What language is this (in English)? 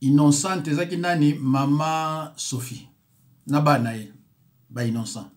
Lingala